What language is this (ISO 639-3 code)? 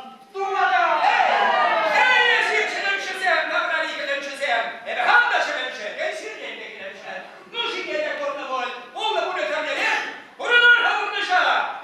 chv